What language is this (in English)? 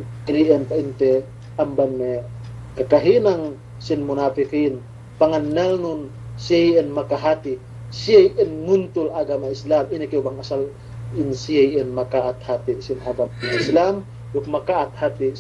Yakan